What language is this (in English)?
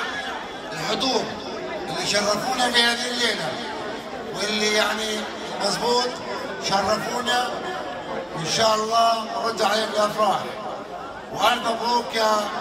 South Levantine Arabic